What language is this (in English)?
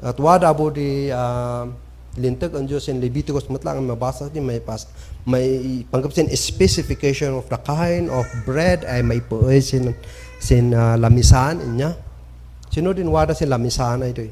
Kankanaey